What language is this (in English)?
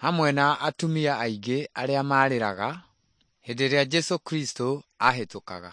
Kikuyu